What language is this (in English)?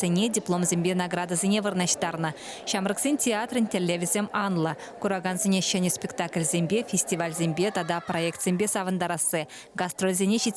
Chuvash